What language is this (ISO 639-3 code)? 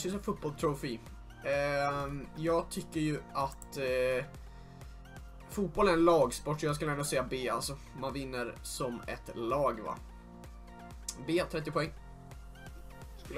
swe